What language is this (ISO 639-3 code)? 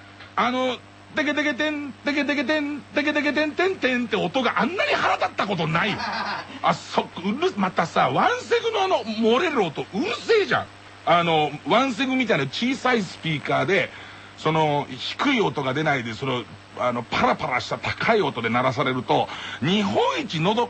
jpn